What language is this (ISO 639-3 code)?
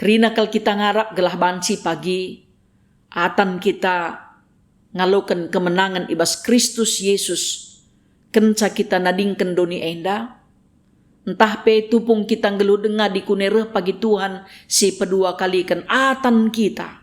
btx